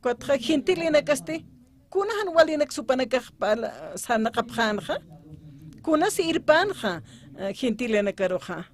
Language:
Aymara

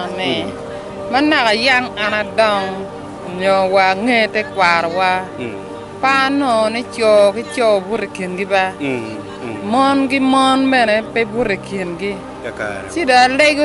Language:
Acoli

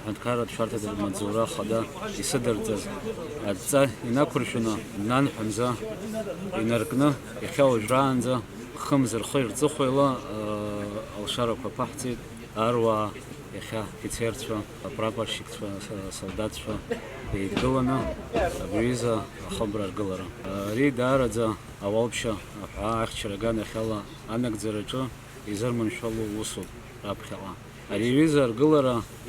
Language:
Abkhazian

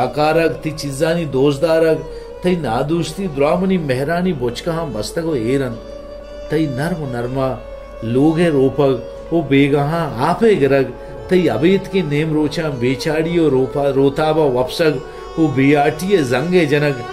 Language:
Baluchi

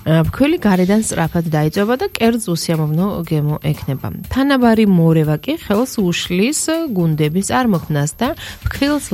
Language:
Georgian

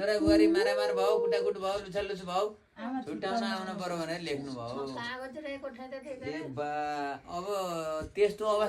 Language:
Nepali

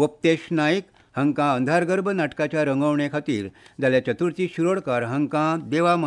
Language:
Konkani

